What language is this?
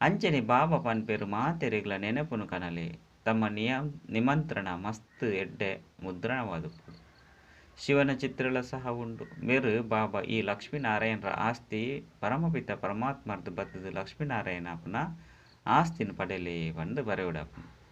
Tulu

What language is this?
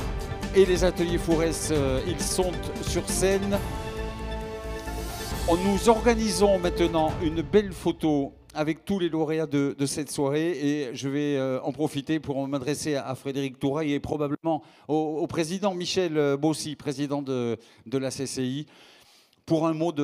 French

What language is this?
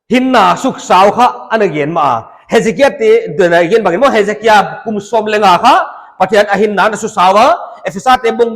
Paite Chin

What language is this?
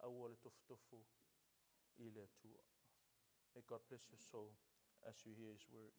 Samoan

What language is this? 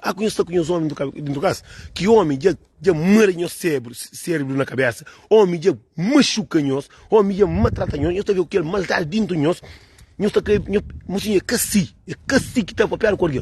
Kabuverdianu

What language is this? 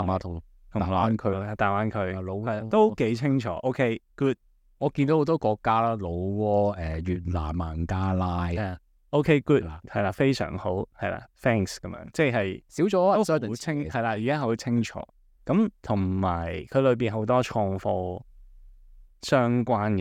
Cantonese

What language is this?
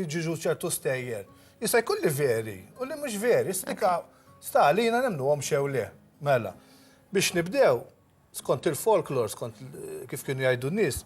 Maltese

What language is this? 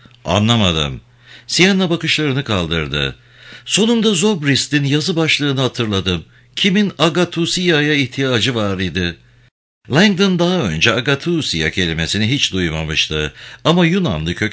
Turkish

